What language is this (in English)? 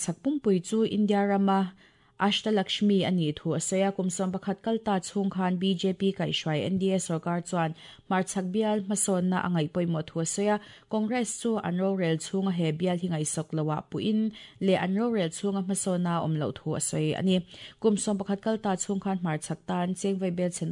Mizo